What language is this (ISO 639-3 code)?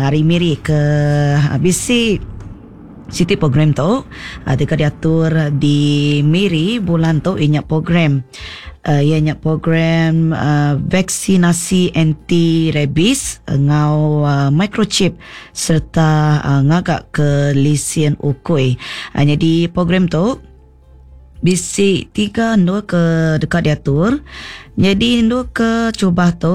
iba